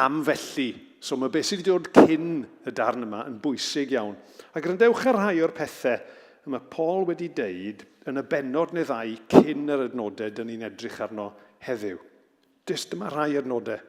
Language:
Welsh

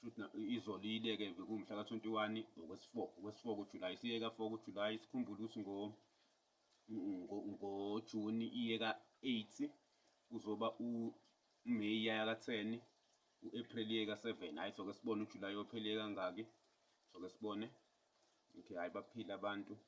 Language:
Zulu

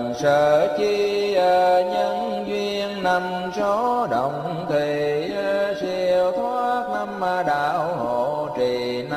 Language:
Vietnamese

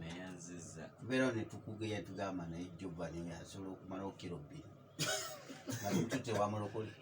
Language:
Ganda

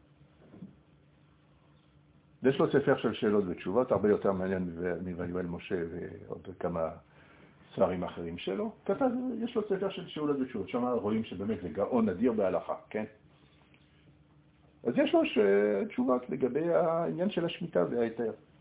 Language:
Hebrew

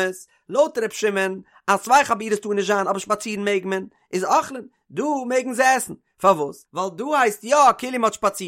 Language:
Yiddish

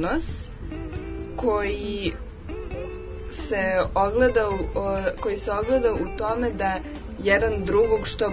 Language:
Serbian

